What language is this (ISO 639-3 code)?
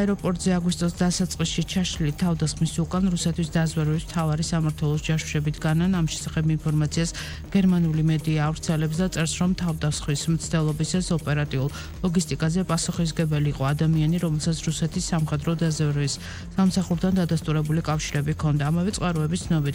kat